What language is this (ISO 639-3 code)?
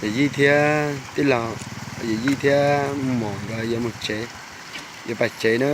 hmn